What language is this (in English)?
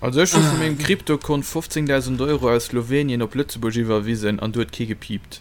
Luxembourgish